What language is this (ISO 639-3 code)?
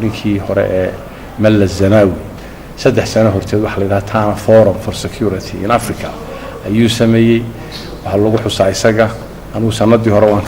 som